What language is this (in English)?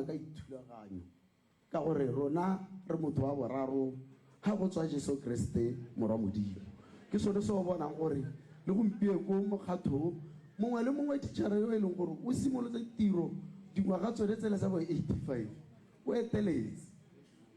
Tswana